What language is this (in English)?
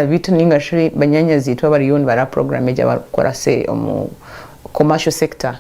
Nyankole